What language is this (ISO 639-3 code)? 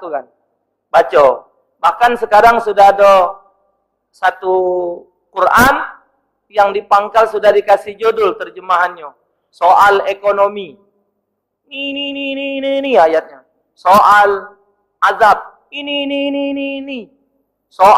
mui